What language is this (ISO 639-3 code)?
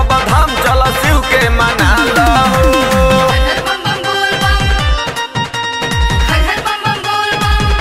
bho